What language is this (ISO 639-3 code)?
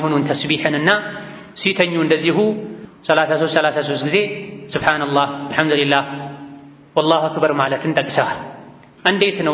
amh